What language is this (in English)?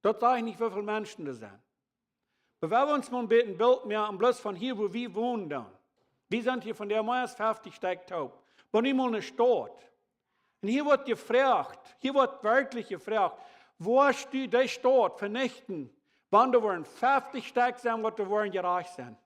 Plautdietsch